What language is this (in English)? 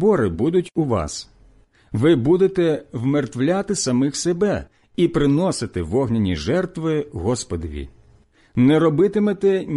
Ukrainian